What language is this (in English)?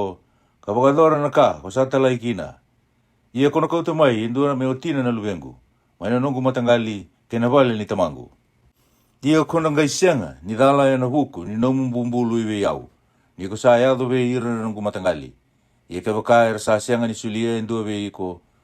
Fijian